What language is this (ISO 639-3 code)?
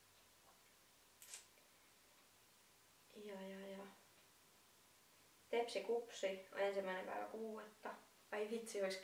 fin